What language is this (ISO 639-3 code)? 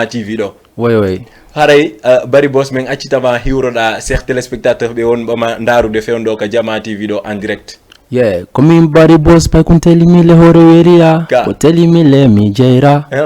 ful